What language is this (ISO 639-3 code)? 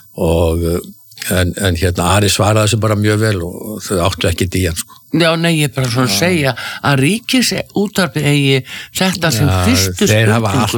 isl